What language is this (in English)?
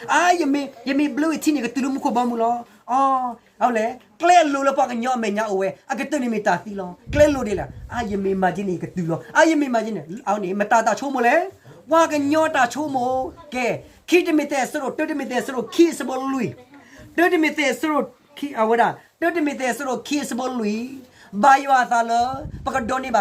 S'gaw Karen